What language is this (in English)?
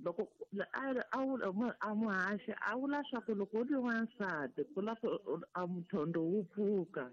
Tsonga